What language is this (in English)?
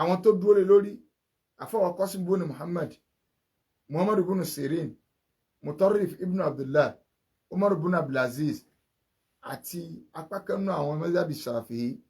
Yoruba